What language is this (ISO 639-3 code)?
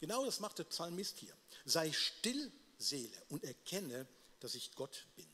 gsw